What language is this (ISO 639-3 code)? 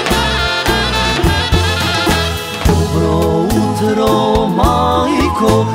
hrv